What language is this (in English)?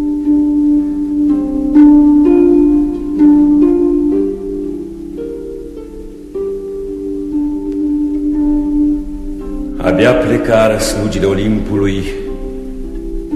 Romanian